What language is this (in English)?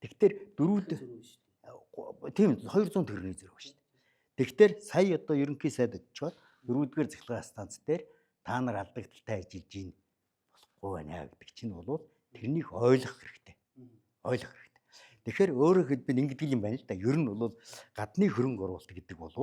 Mongolian